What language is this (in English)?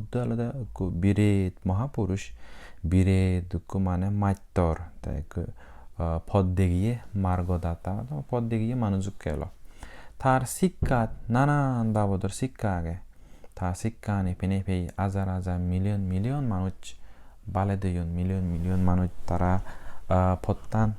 Chakma